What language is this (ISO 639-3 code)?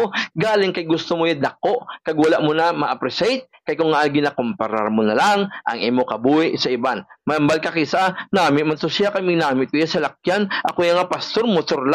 hil